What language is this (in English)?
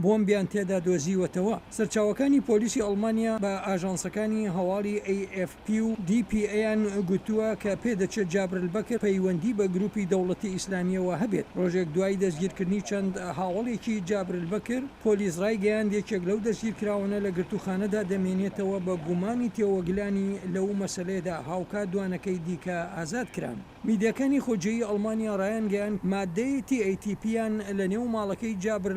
Central Kurdish